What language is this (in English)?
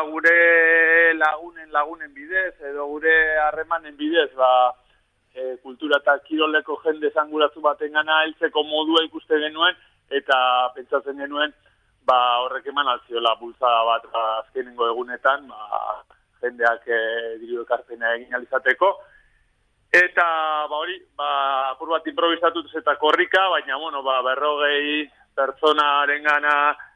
Basque